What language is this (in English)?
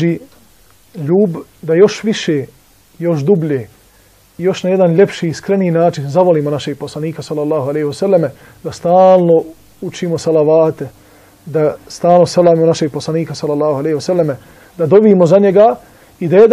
Bosnian